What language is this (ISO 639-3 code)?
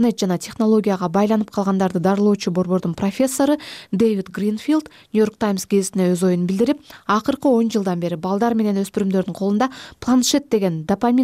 kir